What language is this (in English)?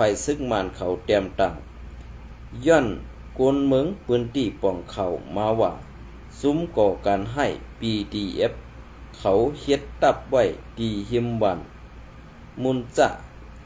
Shan